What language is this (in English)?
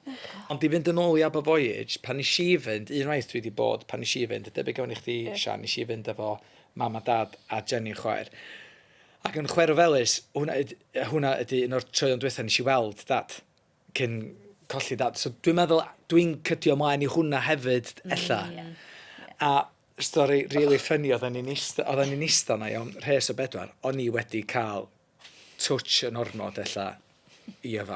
Welsh